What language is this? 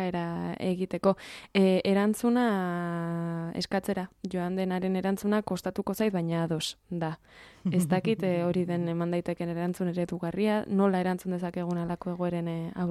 Basque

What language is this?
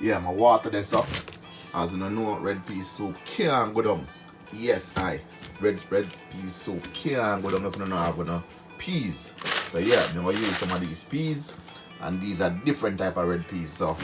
Jamaican Creole English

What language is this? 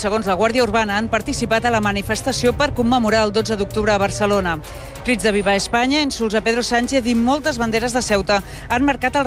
Catalan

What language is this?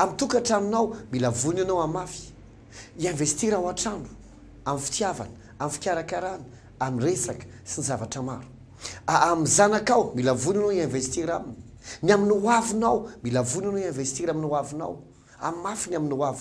Malagasy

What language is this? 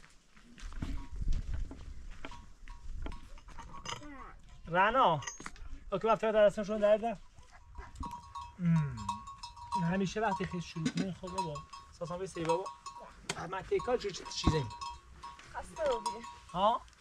Persian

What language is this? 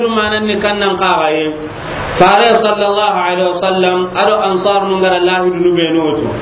Soninke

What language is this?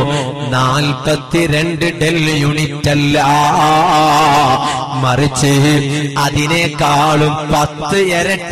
Malayalam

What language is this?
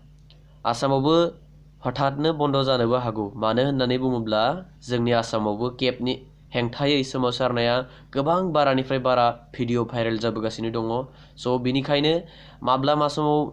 Bodo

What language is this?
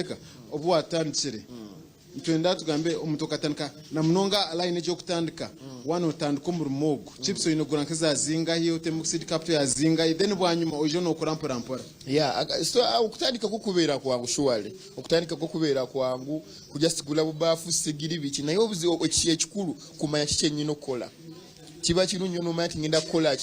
Nyankole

